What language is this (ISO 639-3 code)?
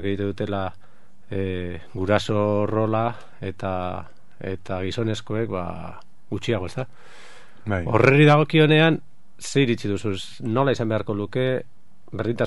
eus